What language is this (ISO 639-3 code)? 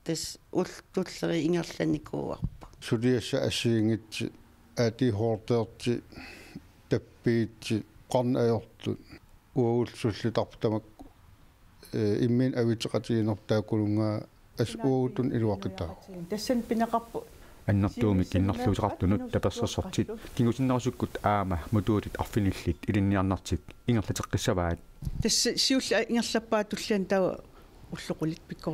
kal